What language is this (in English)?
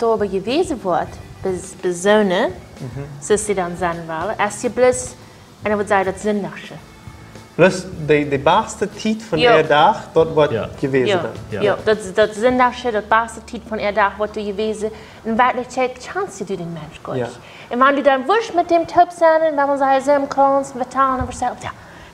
Plautdietsch